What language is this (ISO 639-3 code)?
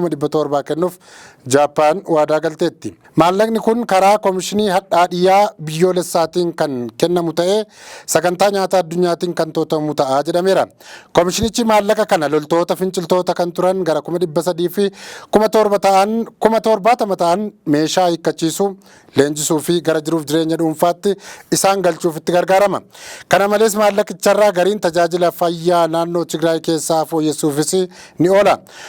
orm